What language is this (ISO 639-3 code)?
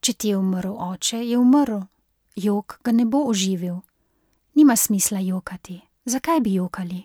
slv